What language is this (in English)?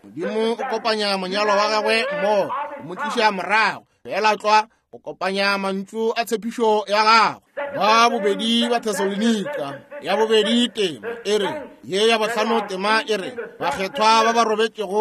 Northern Sotho